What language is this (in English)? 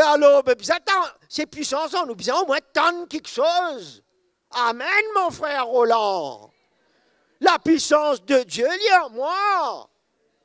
Morisyen